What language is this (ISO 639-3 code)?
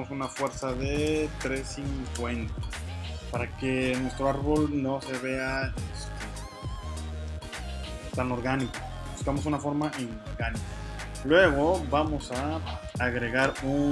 spa